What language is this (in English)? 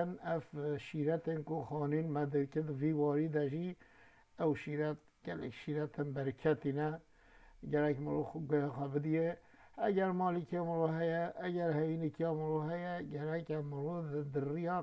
Kurdish